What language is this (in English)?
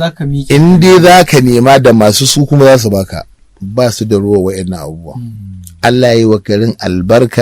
Hausa